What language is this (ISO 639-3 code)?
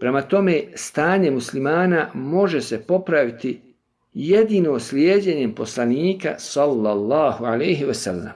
bos